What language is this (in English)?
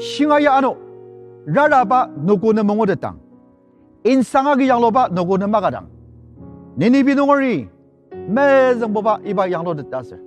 Ao Naga